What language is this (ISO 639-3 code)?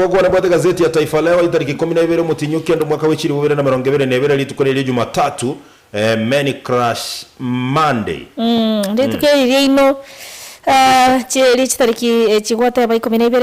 guz